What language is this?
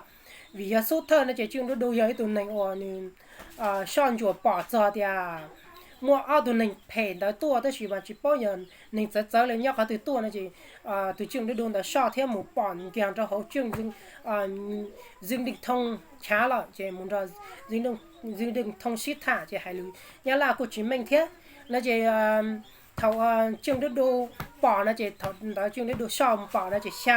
Hmong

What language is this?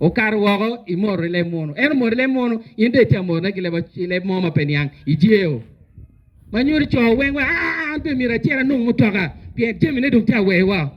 Acoli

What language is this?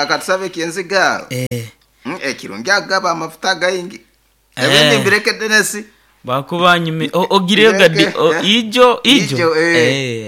Nyoro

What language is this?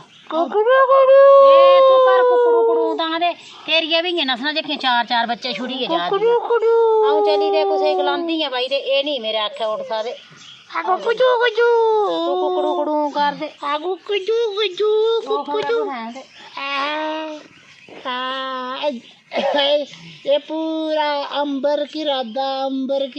Dogri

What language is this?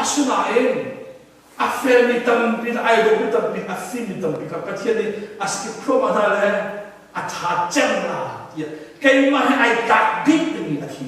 Hakha Chin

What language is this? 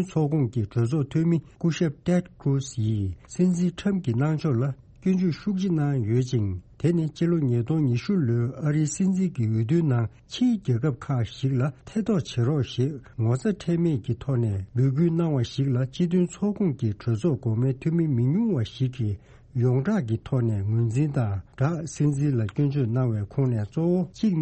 Tibetan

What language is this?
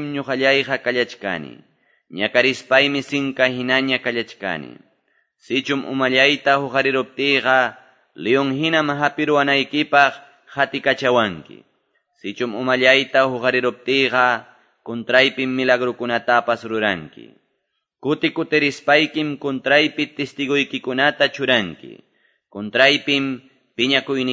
Quechua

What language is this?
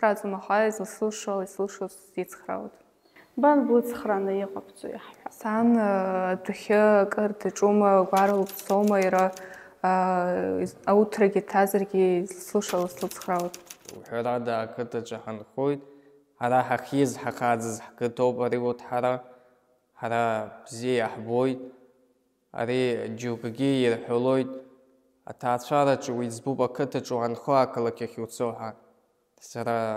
Abkhazian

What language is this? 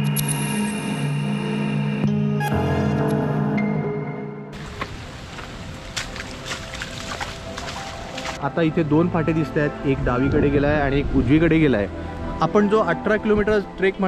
Marathi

